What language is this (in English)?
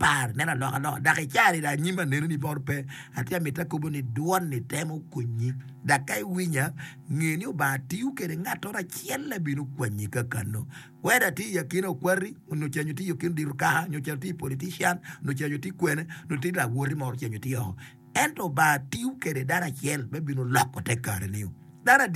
Acoli